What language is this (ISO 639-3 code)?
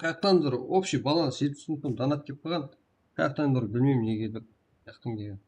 kaa